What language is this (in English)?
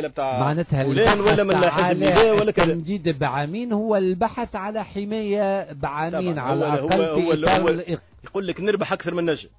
Tunisian Arabic